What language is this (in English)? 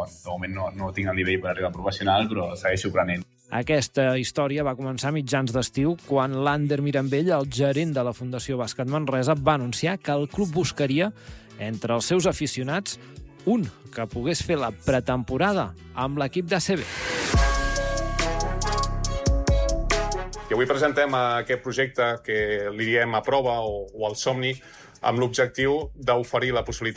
Catalan